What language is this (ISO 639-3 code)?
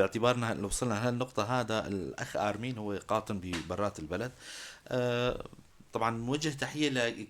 apc